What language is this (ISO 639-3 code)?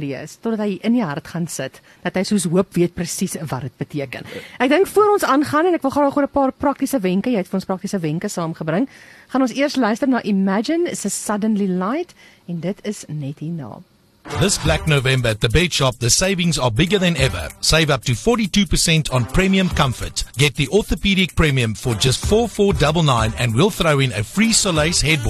afr